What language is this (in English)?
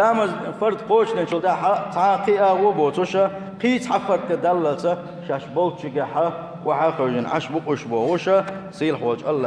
Chechen